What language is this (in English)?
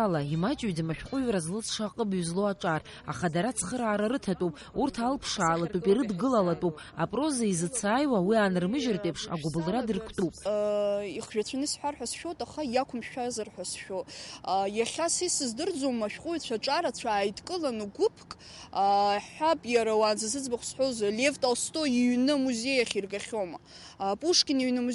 Abkhazian